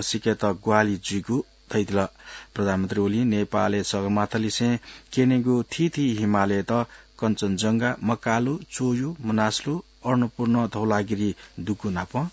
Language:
Newari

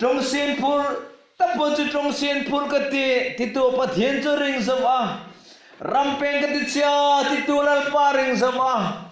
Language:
Hmar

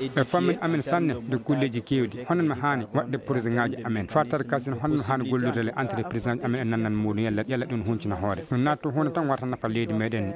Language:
Fula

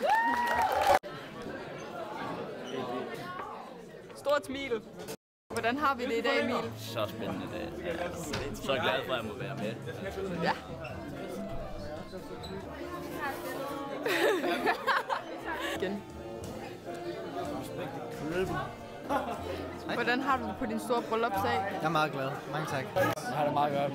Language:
Danish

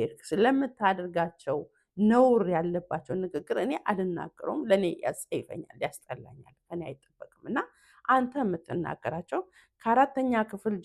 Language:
Amharic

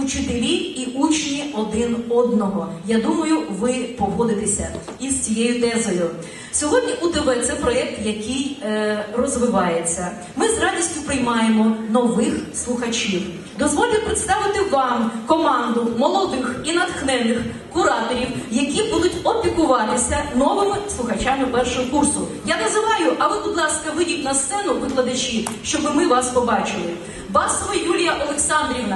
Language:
Ukrainian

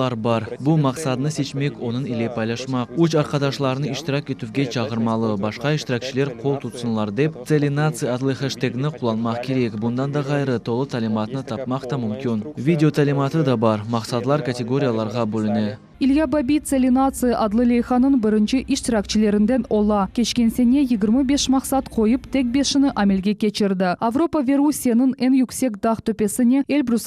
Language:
Crimean Tatar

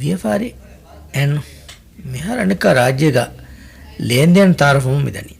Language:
Divehi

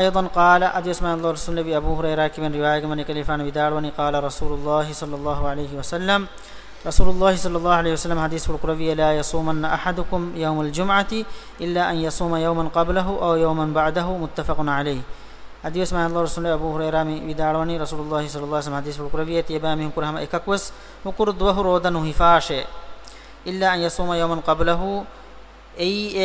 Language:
Divehi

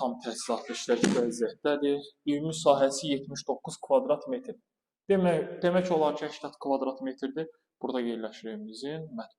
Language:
Azerbaijani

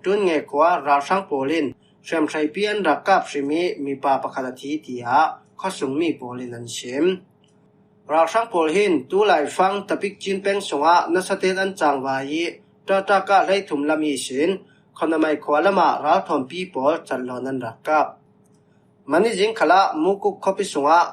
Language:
Falam Chin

